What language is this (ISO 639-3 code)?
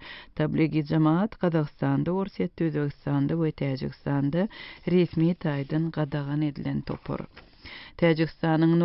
tuk